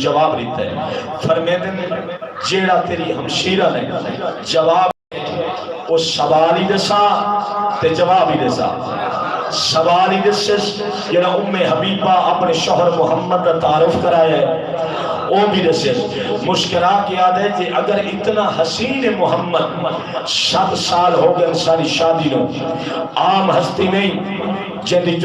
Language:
Saraiki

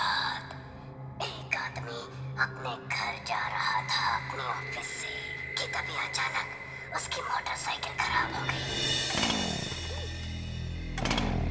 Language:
Hindi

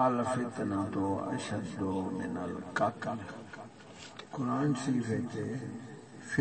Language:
Saraiki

